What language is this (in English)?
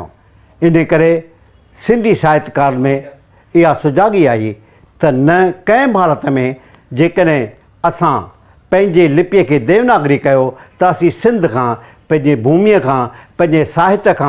Sindhi